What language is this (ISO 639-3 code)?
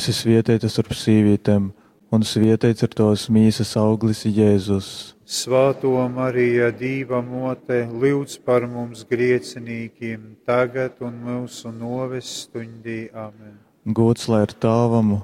ltg